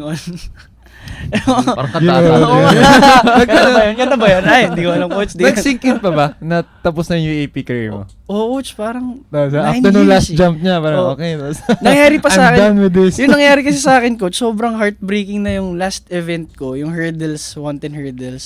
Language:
Filipino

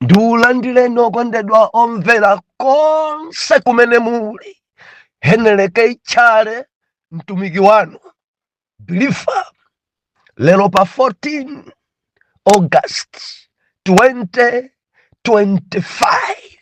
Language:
Nyanja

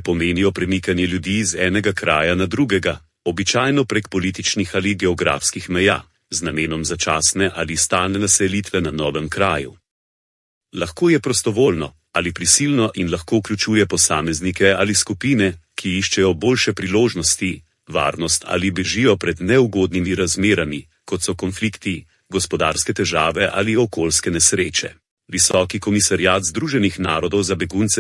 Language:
Slovenian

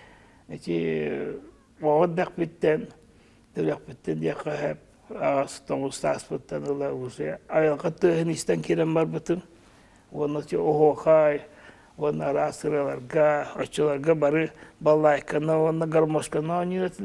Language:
Yakut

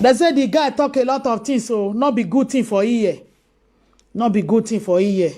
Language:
Nigerian Pidgin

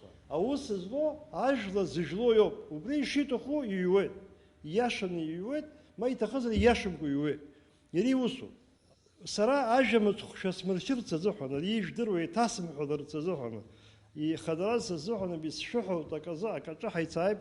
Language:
Abkhazian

